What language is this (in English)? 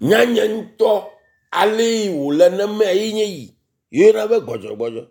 Ewe